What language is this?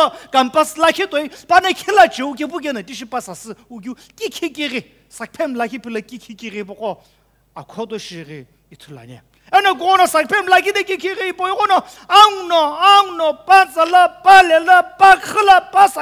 Sumi Naga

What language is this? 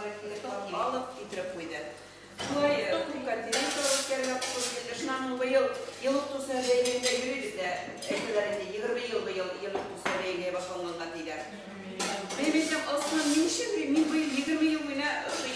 Bashkir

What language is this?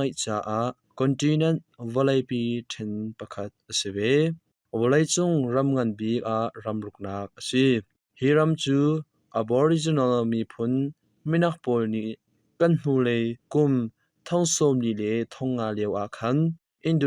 Hakha Chin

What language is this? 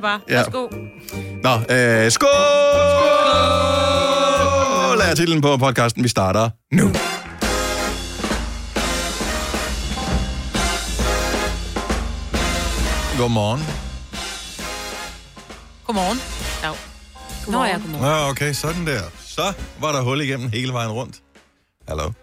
Danish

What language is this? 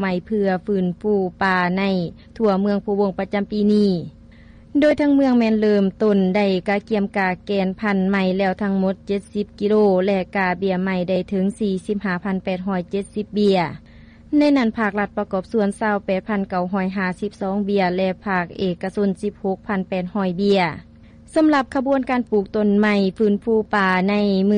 Lao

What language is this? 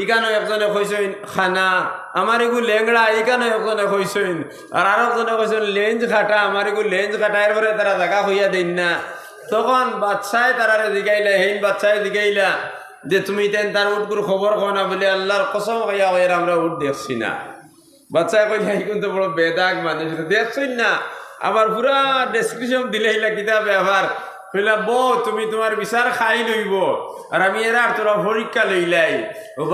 Sylheti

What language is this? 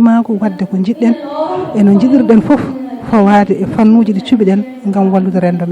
Fula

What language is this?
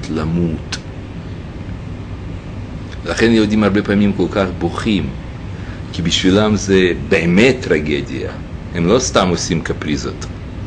Hebrew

